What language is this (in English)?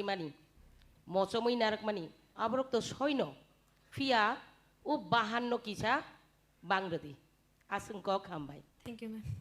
Kok Borok